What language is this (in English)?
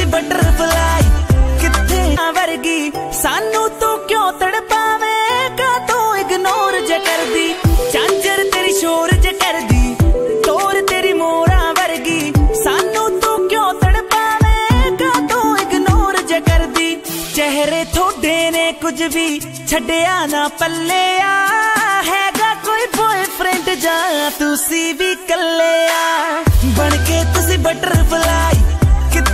Punjabi